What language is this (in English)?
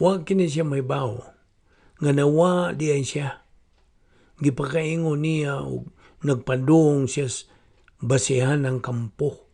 Cebuano